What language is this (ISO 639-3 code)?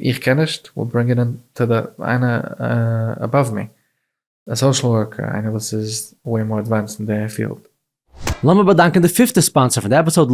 yid